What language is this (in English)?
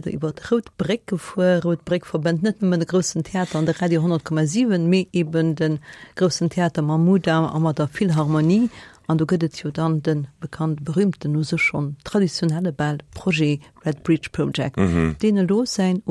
Luxembourgish